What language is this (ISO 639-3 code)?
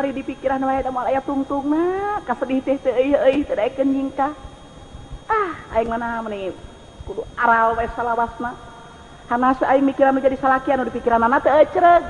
sun